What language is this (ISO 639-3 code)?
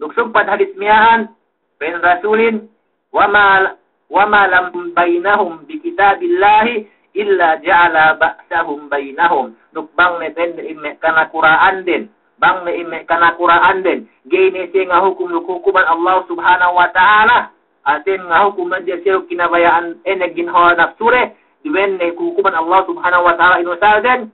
yka